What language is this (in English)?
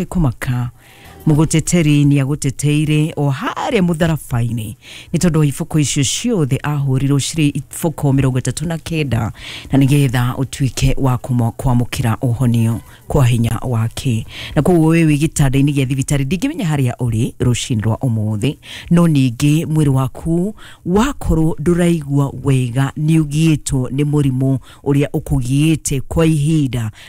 Kikuyu